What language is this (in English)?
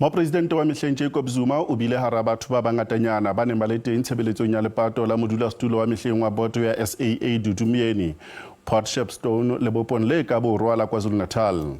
Southern Sotho